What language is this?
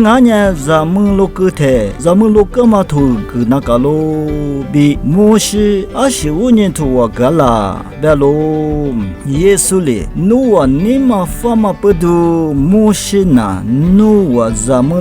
Lisu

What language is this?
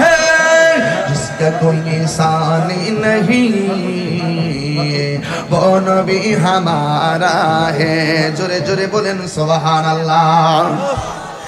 Bangla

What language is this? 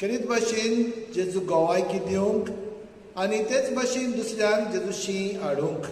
Konkani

